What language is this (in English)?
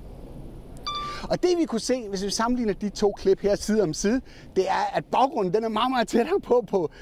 Danish